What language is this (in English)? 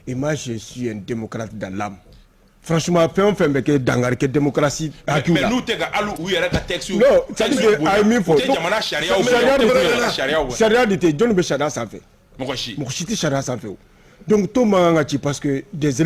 Bambara